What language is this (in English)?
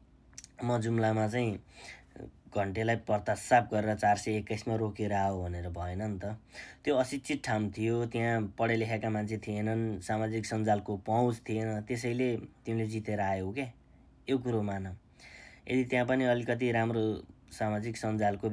Nepali